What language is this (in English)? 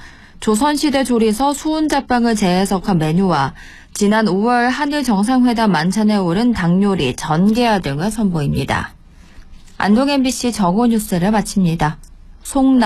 Korean